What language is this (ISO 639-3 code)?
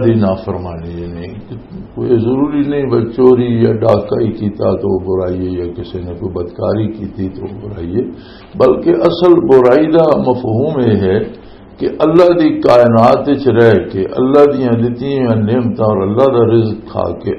lah